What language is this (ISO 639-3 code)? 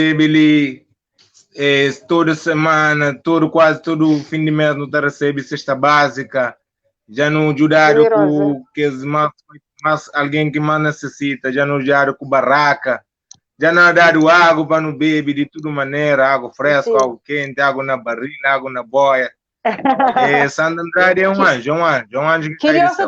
kea